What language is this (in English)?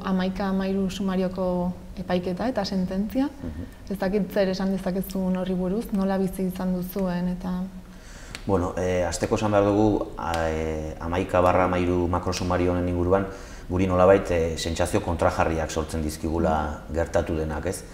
Basque